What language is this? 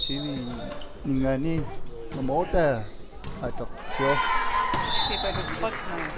Kalaallisut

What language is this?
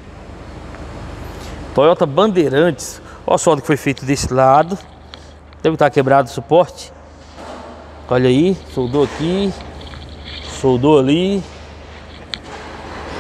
Portuguese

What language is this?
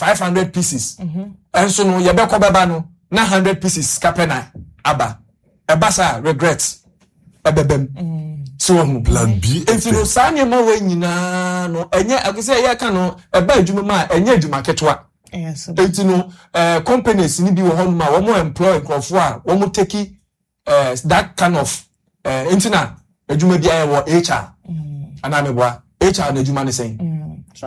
Akan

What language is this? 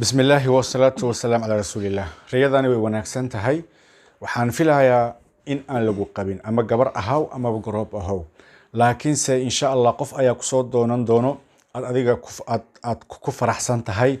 Somali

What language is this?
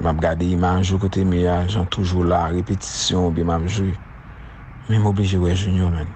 Haitian Creole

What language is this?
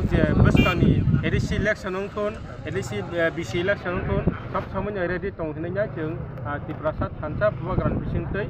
Kok Borok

